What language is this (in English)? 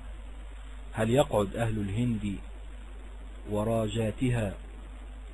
Arabic